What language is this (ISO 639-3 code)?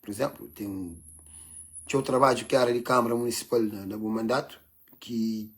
kea